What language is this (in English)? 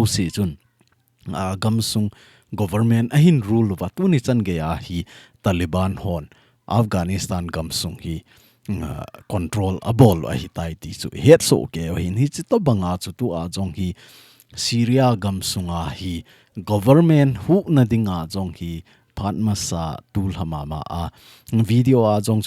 Thado Chin